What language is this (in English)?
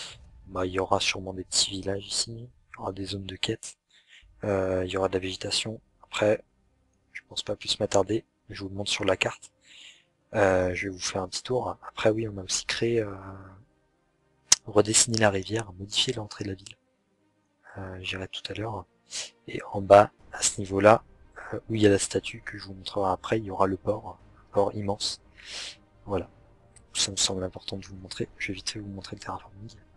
French